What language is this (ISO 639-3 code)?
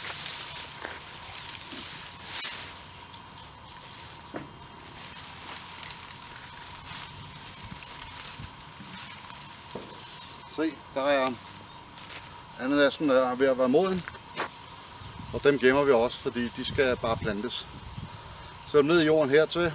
dan